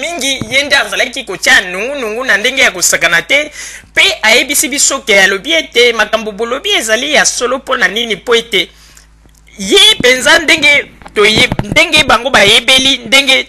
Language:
Lingala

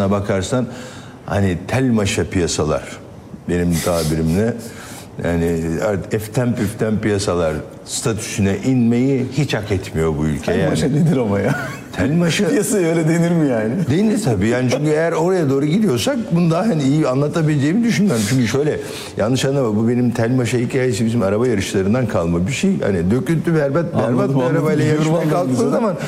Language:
Turkish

